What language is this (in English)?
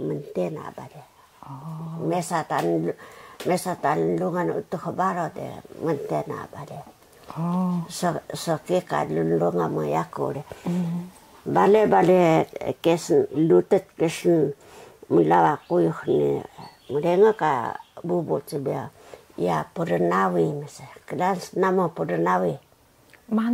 Taroko